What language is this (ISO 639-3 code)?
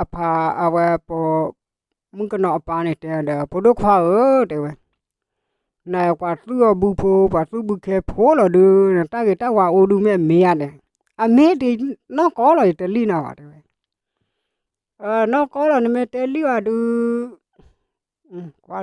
ksw